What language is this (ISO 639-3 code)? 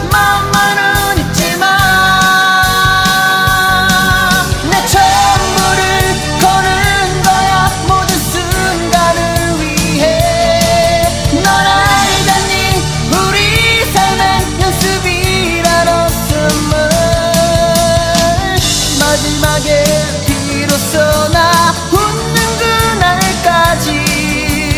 kor